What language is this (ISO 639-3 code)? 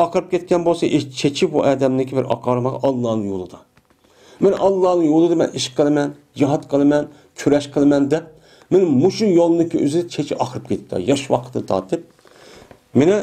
uig